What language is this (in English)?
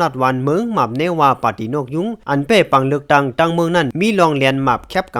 Shan